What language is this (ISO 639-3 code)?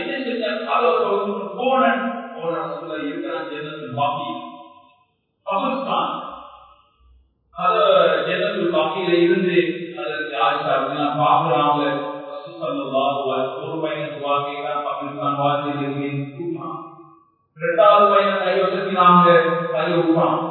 tam